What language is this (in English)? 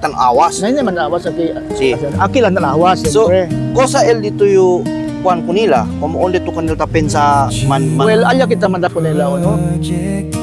Chavacano